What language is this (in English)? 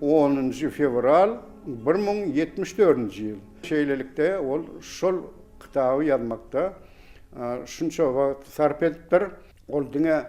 Turkmen